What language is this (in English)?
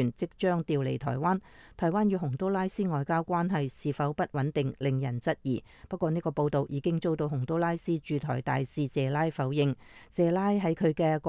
Cantonese